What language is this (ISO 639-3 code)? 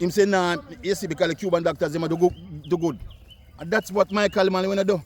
jam